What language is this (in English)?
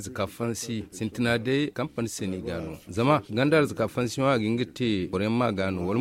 Zarma